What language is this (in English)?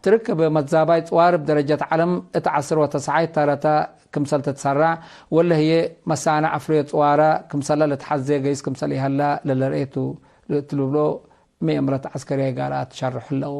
Tigre